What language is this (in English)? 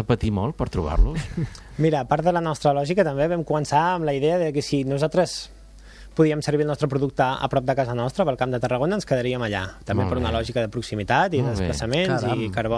Catalan